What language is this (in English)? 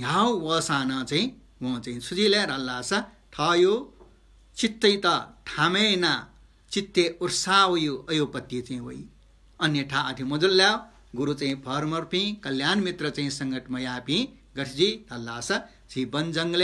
Newari